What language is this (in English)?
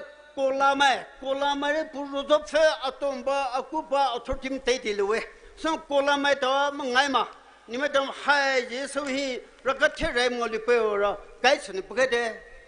Poumei Naga